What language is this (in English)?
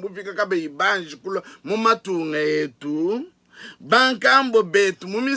Luba-Lulua